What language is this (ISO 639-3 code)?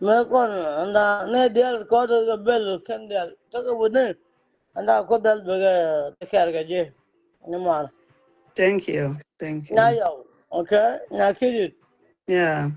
nus